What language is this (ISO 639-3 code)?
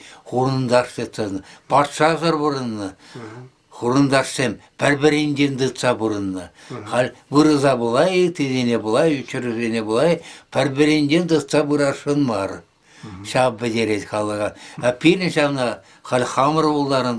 chv